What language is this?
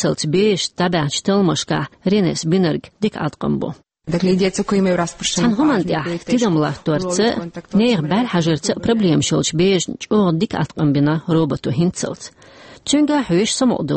Chechen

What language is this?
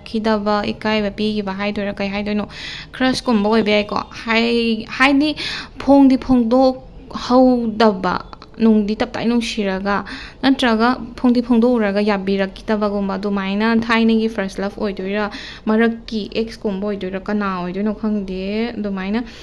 Manipuri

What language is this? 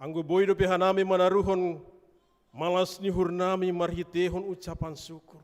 Batak Simalungun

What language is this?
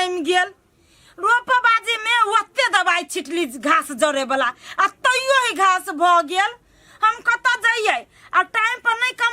Maithili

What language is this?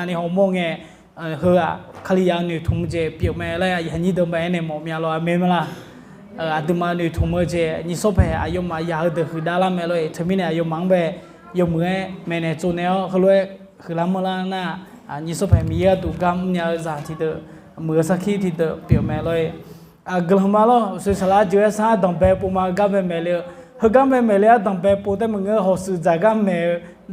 Akha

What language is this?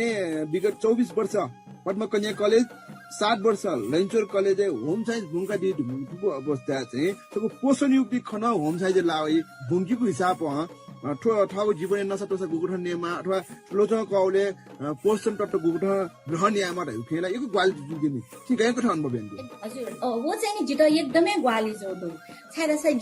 Newari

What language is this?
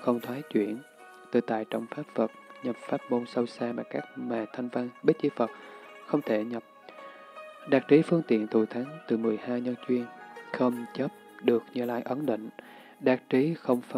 Vietnamese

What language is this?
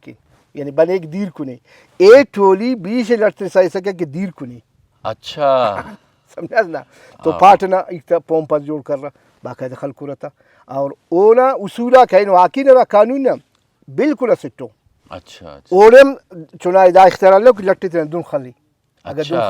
Brahui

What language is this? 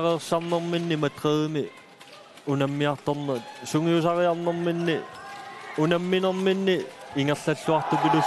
Kalaallisut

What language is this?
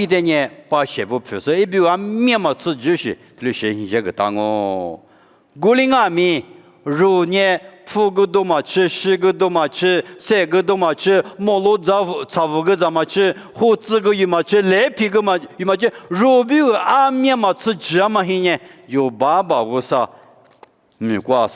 Lisu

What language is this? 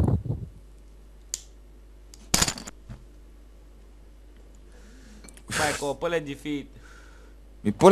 Bulgarian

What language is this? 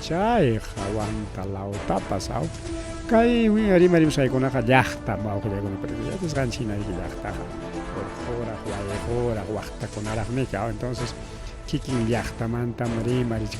Ayacucho Quechua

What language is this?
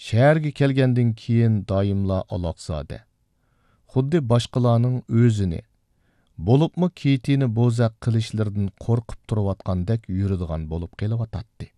Uyghur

